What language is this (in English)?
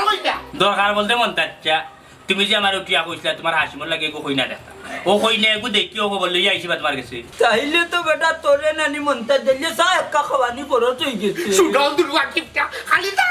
Sylheti